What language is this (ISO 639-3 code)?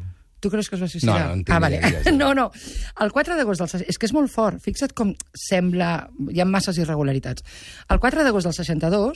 cat